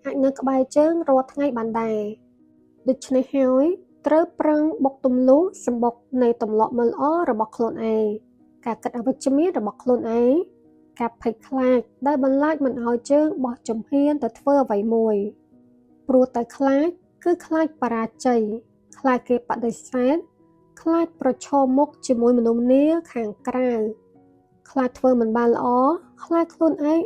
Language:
Khmer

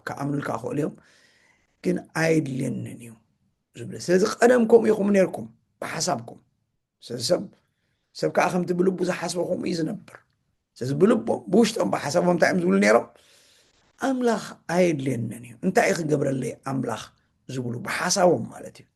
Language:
Tigrinya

